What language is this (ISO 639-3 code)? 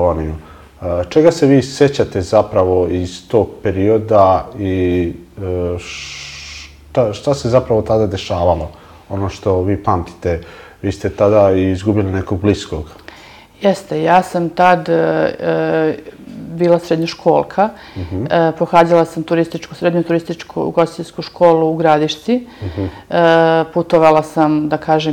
srp